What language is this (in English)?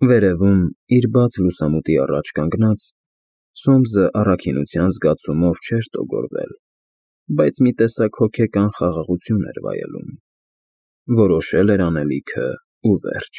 Armenian